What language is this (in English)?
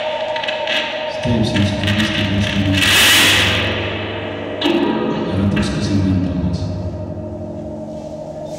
Estonian